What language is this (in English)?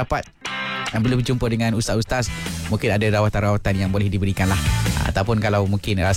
Malay